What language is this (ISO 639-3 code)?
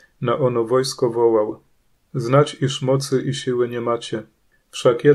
pol